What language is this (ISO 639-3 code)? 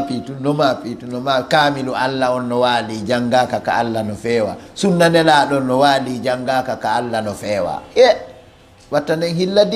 ful